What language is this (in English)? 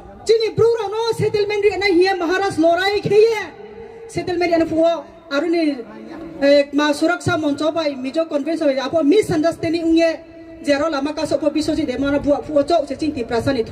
Kok Borok